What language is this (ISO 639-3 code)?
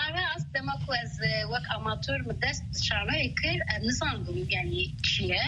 kur